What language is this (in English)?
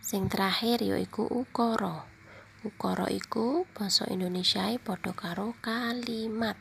Javanese